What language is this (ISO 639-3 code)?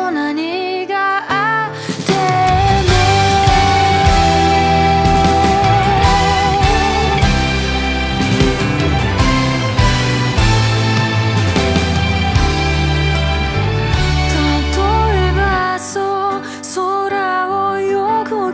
jpn